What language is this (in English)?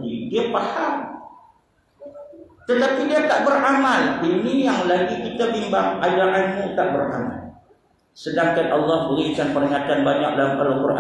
Malay